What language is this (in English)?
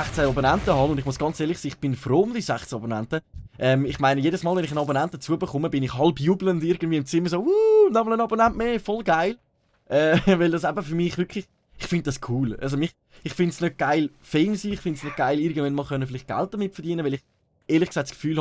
Swiss German